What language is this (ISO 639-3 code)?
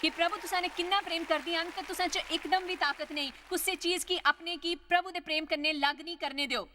doi